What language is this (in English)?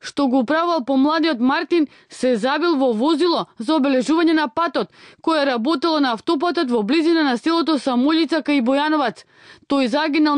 Macedonian